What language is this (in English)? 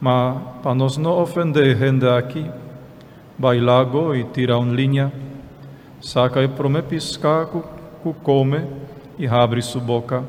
Papiamento